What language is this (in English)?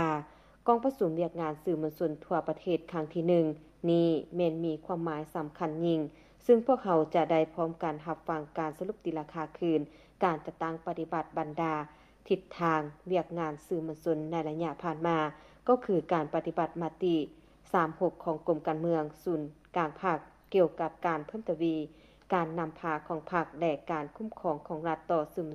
Lao